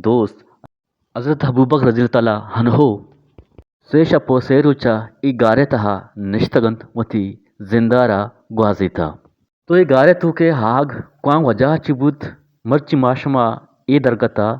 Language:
Eastern Balochi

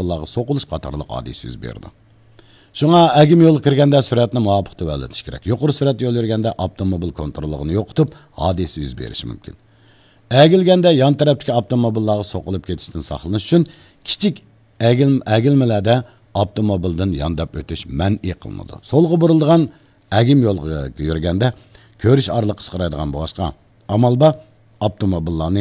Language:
Uyghur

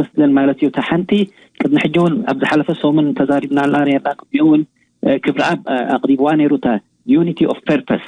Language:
Tigrinya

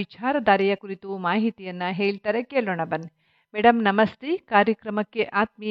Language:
Kannada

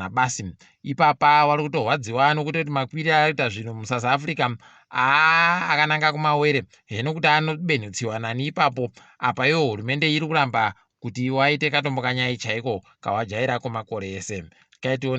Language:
Ndau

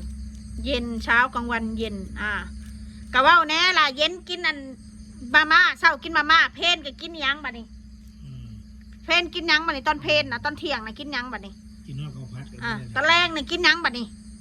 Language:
Northeastern Thai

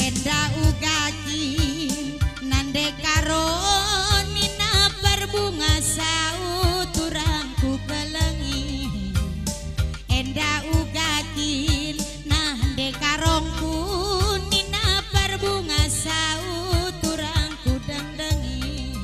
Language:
Batak Karo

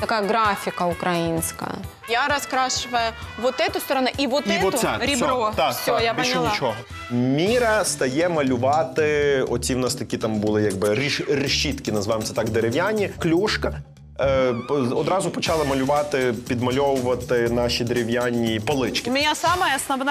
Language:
Ukrainian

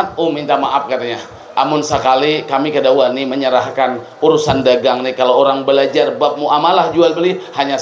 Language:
Banjar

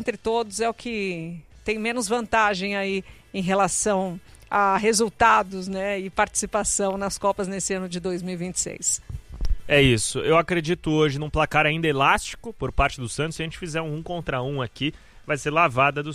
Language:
Portuguese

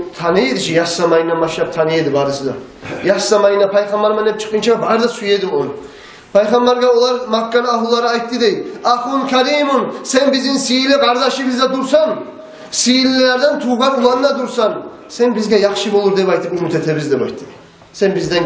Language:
Kumyk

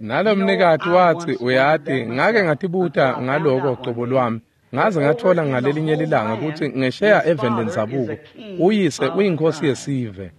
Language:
Swati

